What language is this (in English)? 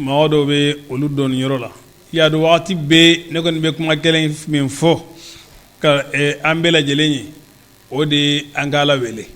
Bambara